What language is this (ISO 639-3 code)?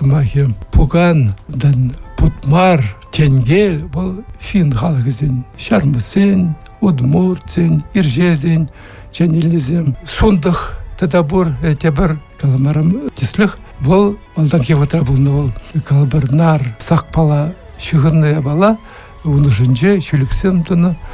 chv